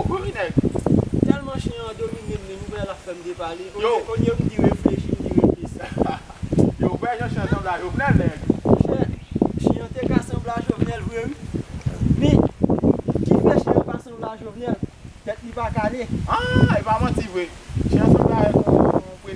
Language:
Haitian Creole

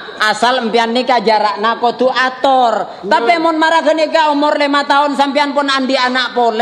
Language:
Madurese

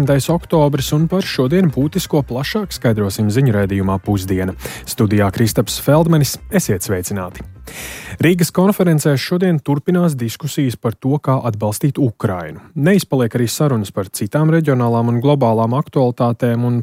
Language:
Latvian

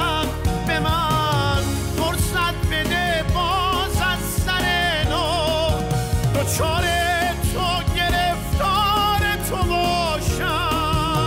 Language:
Persian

